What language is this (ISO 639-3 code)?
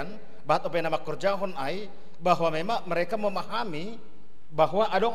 bts